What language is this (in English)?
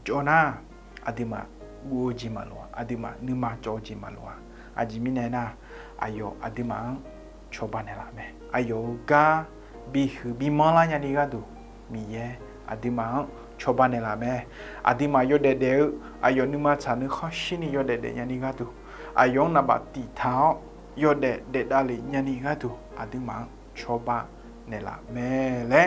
Akha